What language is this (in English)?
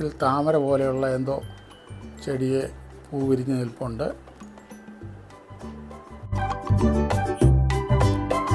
Malayalam